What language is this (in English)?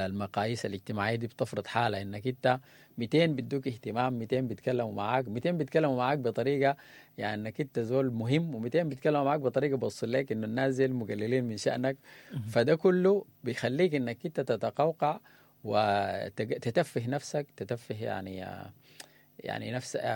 Sudanese Arabic